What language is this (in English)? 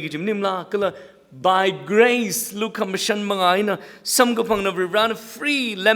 Tangkhul Naga (India)